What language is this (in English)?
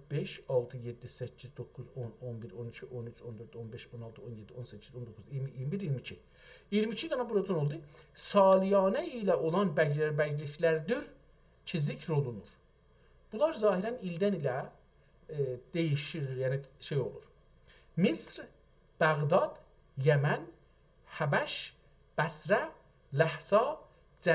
South Azerbaijani